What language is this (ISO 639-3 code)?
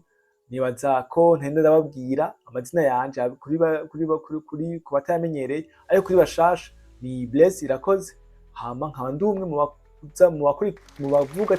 run